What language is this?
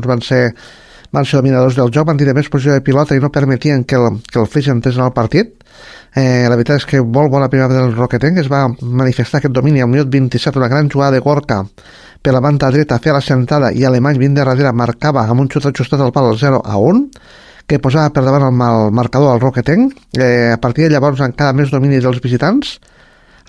Catalan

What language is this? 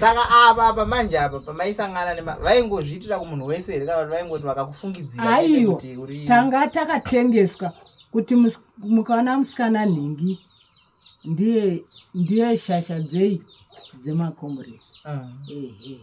Shona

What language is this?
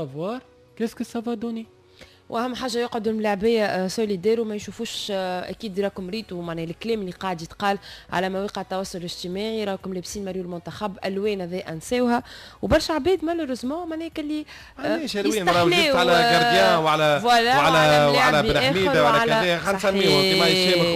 Tunisian Arabic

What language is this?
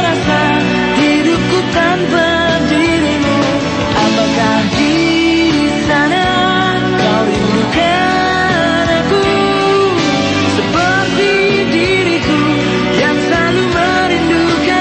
Indonesian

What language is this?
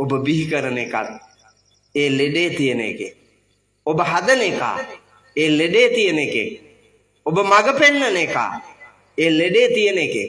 Sinhala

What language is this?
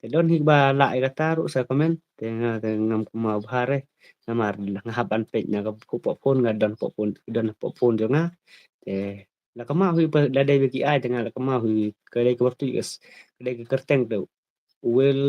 Khasi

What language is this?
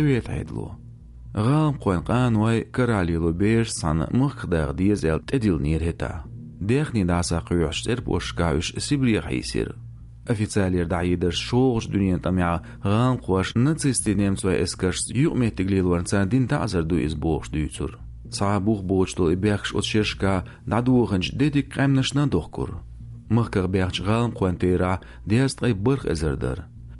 Chechen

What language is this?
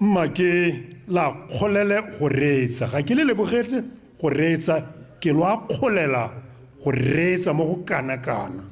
Tswana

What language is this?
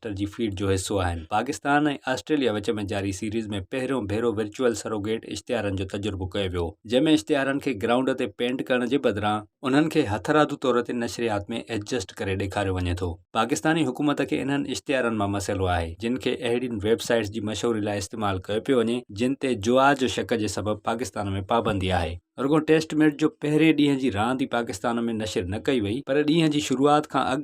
Sindhi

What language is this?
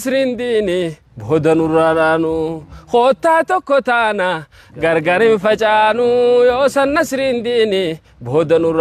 Oromo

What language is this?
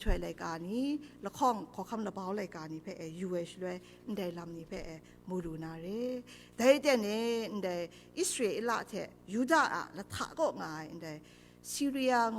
Kachin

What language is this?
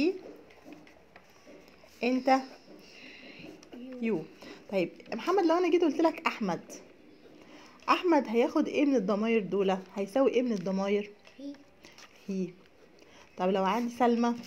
Egyptian Arabic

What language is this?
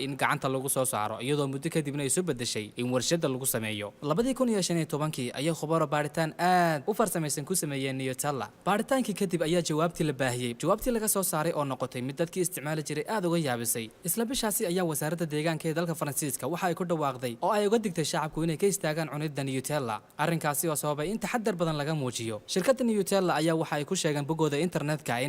Somali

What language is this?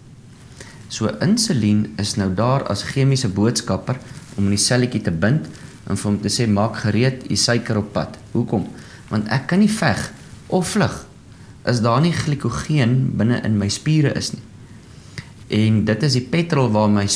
Afrikaans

